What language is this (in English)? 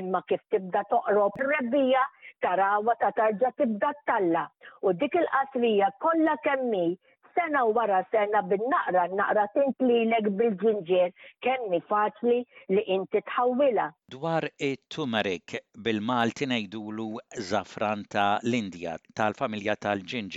Maltese